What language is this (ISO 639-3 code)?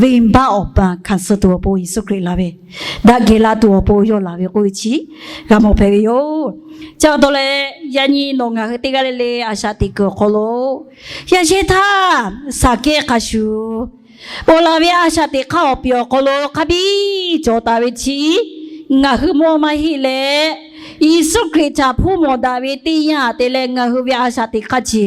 lhu